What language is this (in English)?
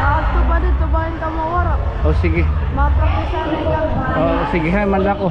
Waray